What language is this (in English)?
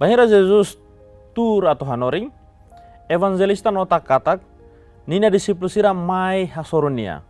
Tetum